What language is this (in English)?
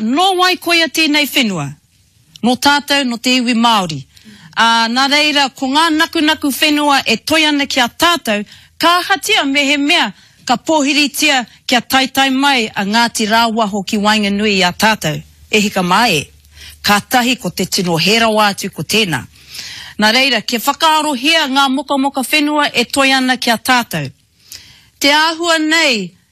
Māori